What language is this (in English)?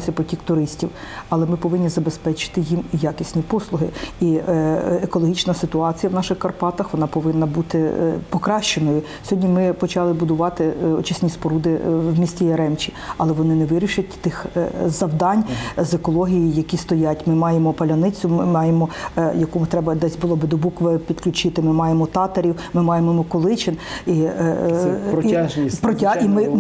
Ukrainian